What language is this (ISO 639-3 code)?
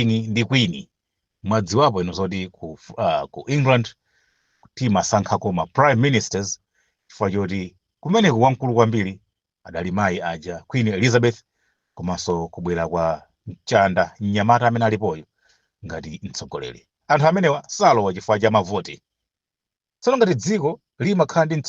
nya